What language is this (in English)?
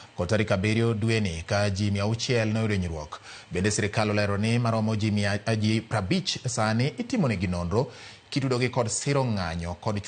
Luo (Kenya and Tanzania)